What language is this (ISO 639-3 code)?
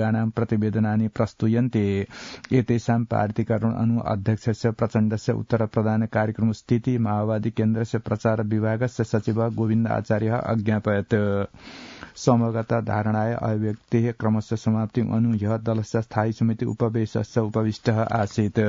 san